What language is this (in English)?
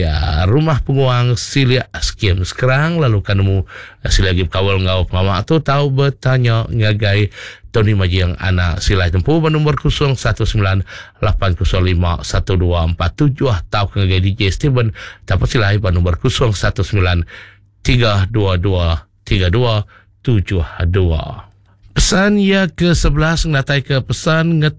Iban